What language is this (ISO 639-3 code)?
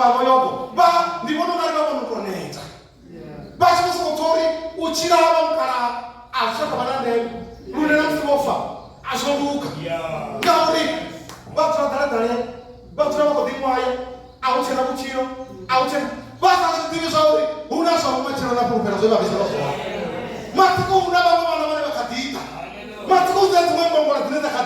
ven